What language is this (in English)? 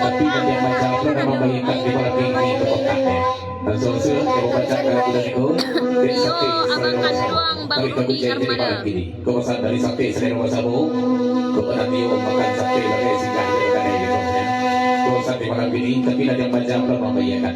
Minangkabau